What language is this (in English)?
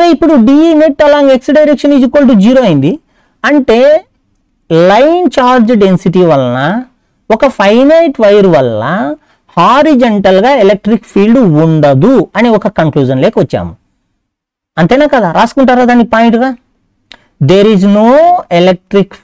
Telugu